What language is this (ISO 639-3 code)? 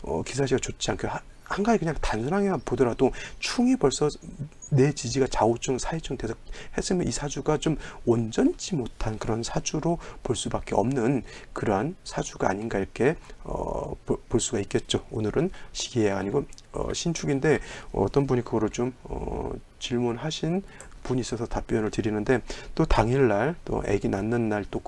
kor